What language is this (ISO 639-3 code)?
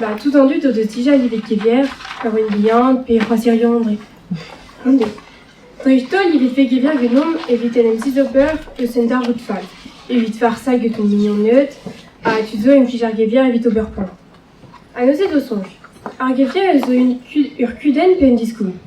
bre